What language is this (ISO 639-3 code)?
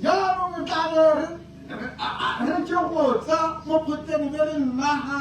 tsn